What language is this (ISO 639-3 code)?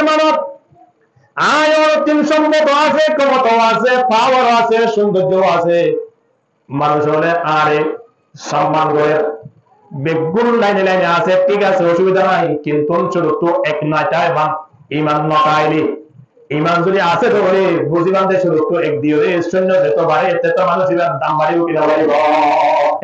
rhg